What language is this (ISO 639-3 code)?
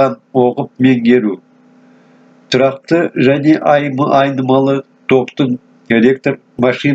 kaz